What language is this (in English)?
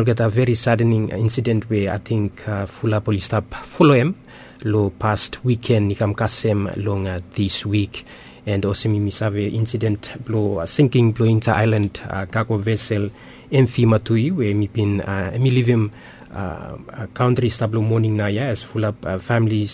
Bislama